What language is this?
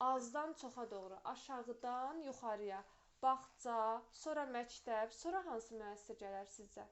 Azerbaijani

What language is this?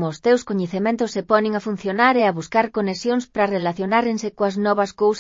Galician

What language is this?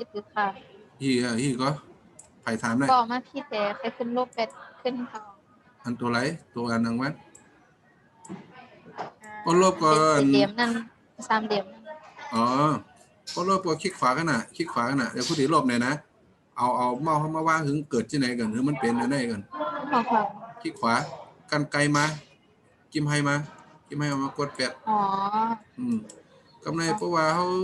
Shan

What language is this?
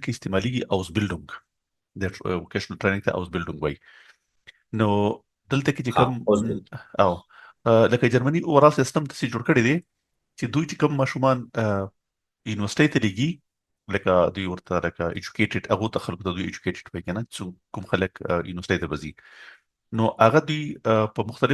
Pashto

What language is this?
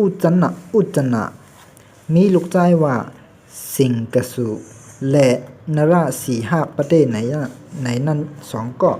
Shan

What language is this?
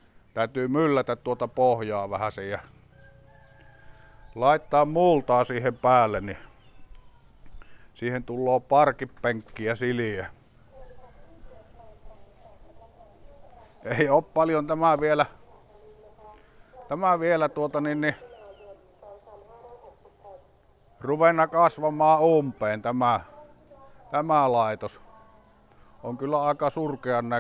Finnish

